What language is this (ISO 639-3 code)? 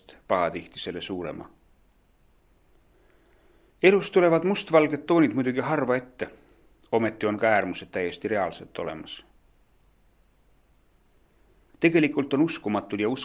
est